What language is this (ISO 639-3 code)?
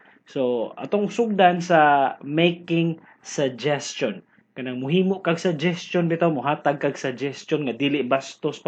ceb